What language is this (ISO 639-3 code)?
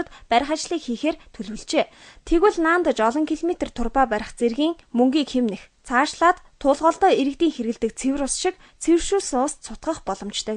mon